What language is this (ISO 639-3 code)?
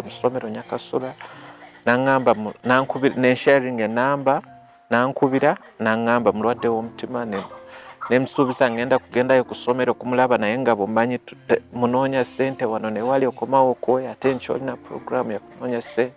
lug